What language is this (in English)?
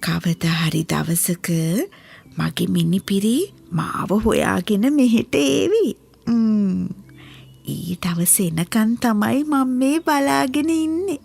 Sinhala